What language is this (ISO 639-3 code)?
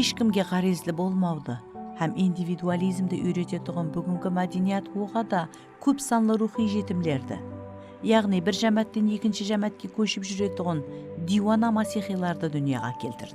kaa